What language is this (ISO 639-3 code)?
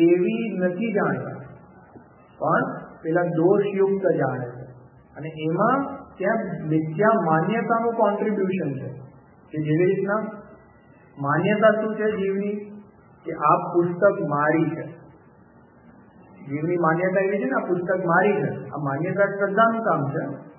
guj